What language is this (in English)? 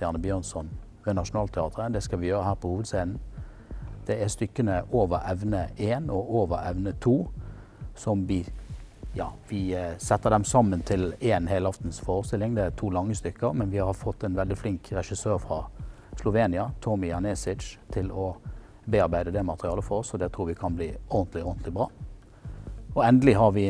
Norwegian